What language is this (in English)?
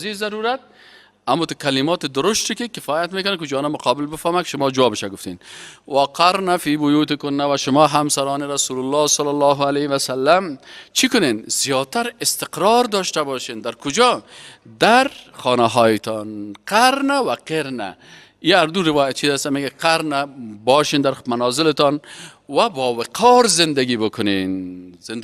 Persian